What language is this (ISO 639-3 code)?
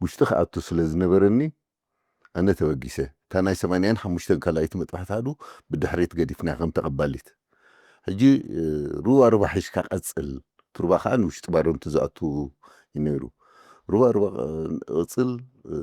tir